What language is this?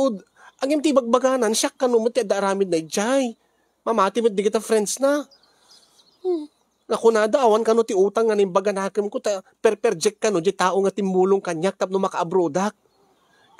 Iloko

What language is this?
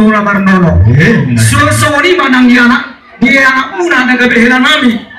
Batak Toba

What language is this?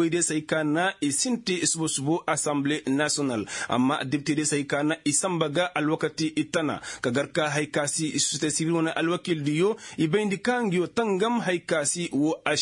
Koyraboro Senni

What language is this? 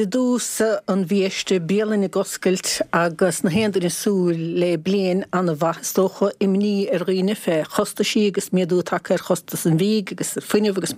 Irish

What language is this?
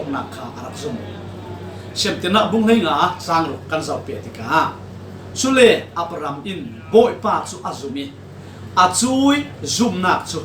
Falam Chin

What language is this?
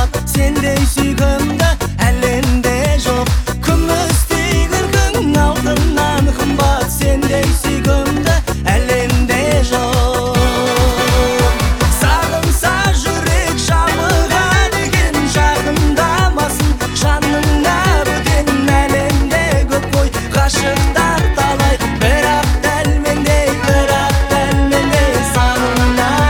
Kazakh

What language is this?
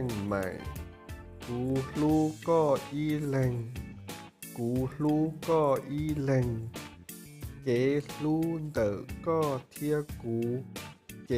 Hmong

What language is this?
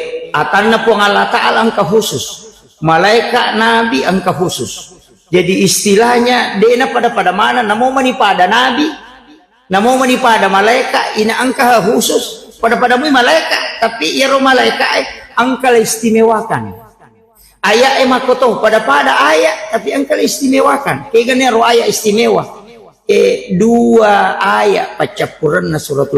Buginese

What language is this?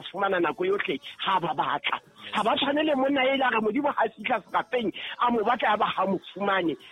Southern Sotho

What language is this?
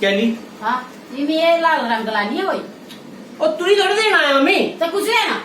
Dogri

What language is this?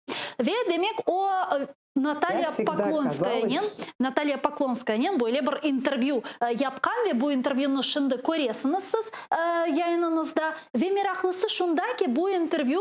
Crimean Tatar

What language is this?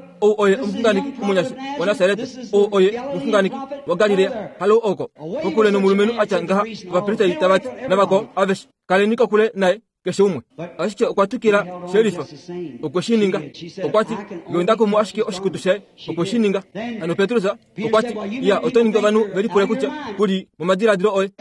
Kuanyama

